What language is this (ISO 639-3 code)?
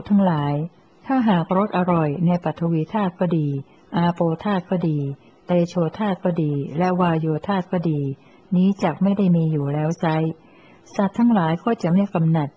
tha